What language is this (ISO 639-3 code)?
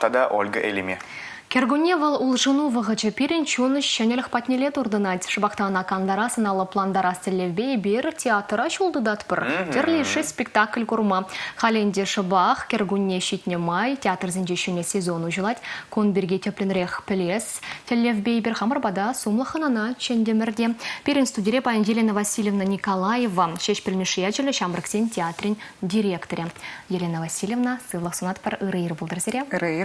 chv